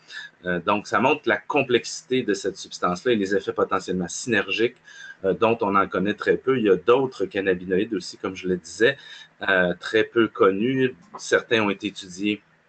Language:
French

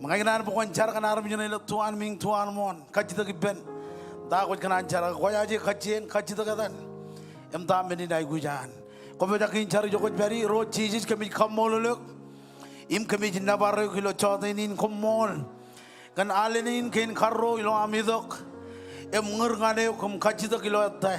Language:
Marshallese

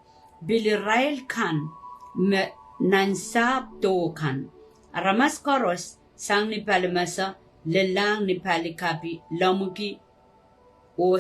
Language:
Pohnpeian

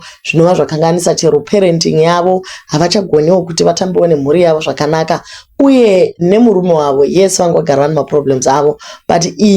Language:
Shona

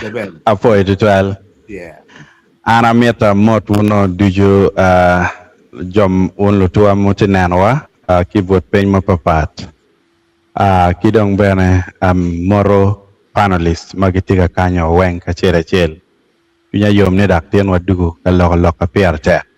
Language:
Acoli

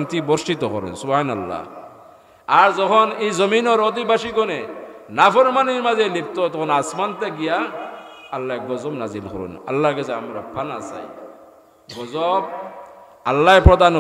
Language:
Sylheti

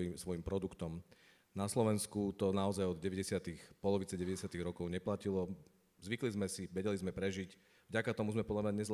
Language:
Slovak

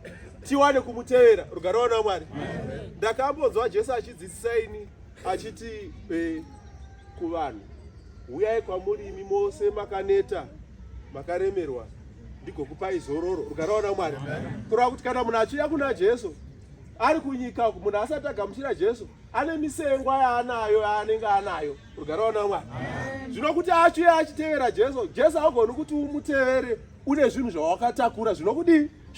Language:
Shona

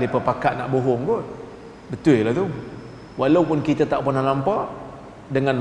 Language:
Malay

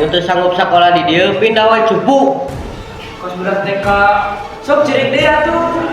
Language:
Sundanese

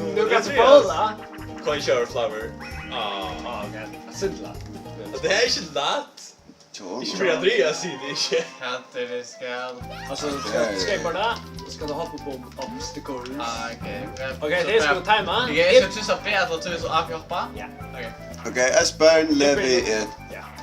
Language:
Faroese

